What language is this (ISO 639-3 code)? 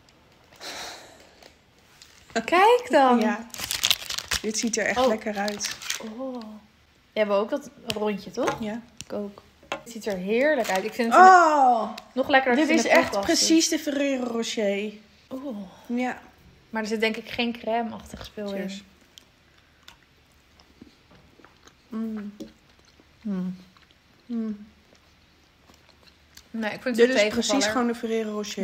nld